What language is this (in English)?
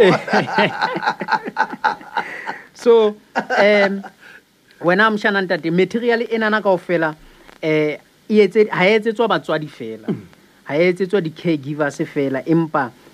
Southern Sotho